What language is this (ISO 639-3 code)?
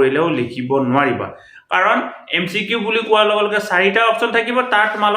asm